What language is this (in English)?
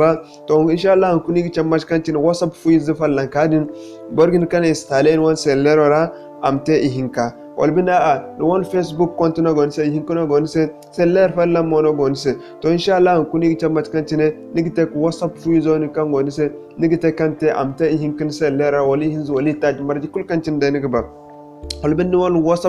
Zarma